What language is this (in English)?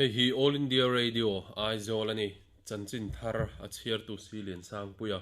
Mizo